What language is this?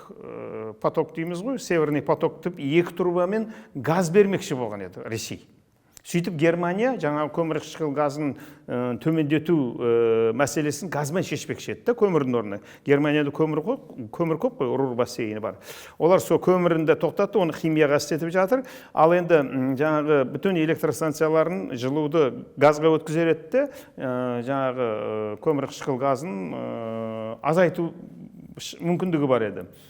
Kazakh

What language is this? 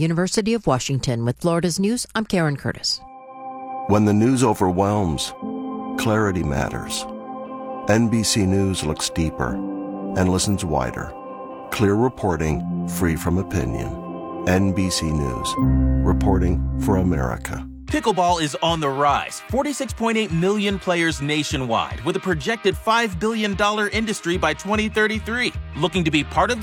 English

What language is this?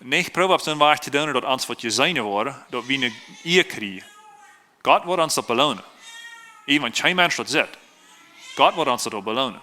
Plautdietsch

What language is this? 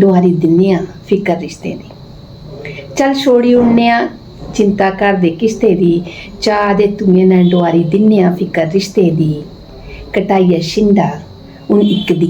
Dogri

